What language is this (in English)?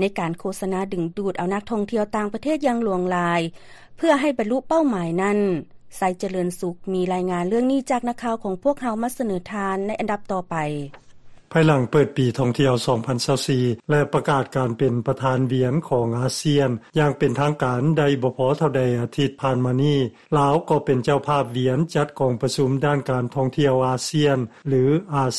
Lao